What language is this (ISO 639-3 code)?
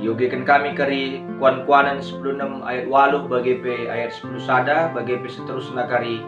btx